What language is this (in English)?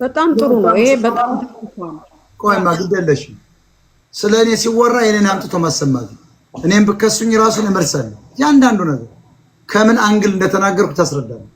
Amharic